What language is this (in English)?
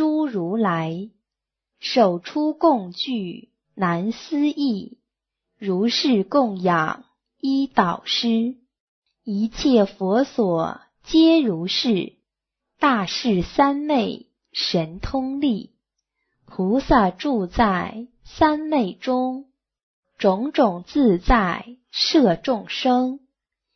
Chinese